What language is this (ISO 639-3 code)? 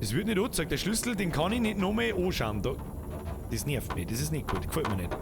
bar